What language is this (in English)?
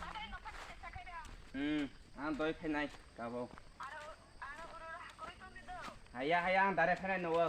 Kok Borok